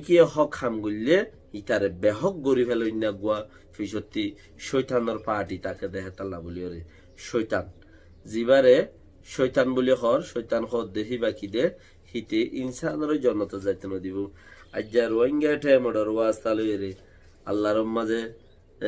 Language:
Rohingya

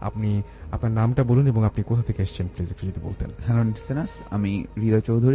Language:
Bangla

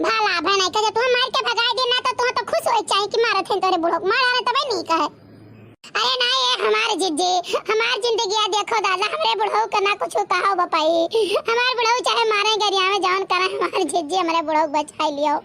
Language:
Awadhi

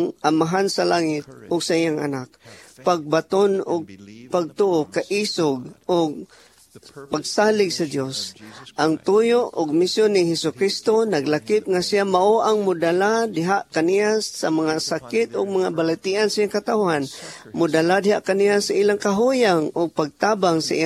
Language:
Cebuano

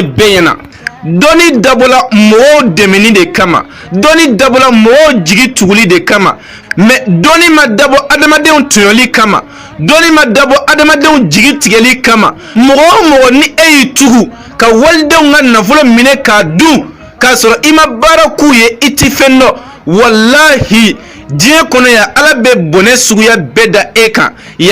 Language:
Bambara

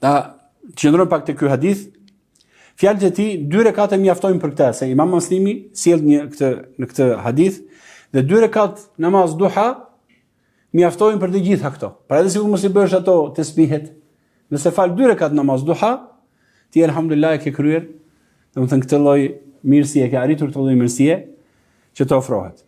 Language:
Albanian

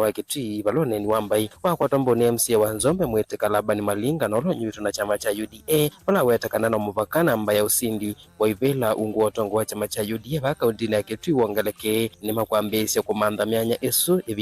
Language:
Kamba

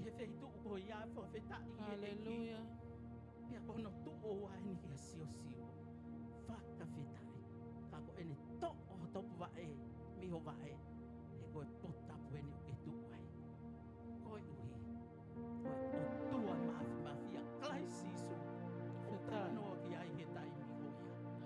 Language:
Tongan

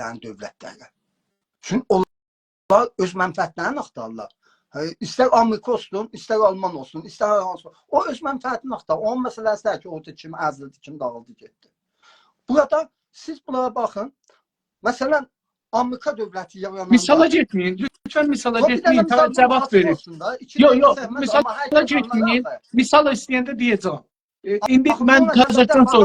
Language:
South Azerbaijani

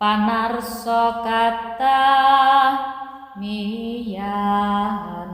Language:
Javanese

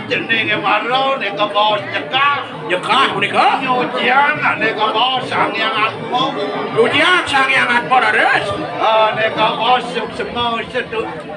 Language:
Balinese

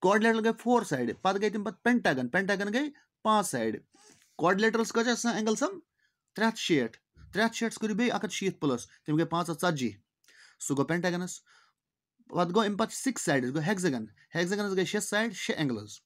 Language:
Kashmiri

